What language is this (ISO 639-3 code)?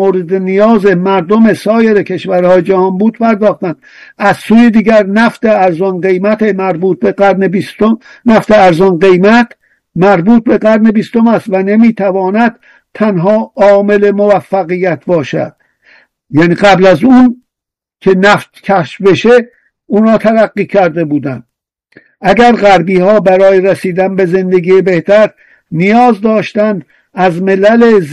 fas